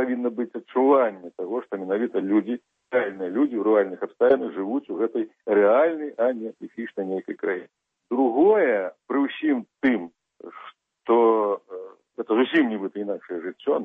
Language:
Belarusian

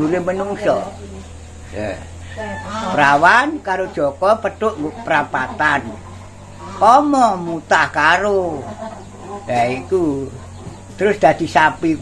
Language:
Javanese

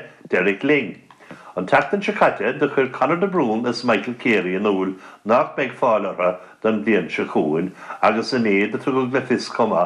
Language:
Irish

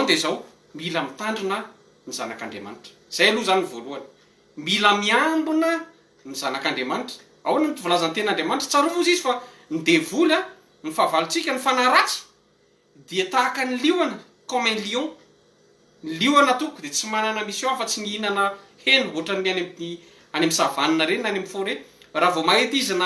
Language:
Malagasy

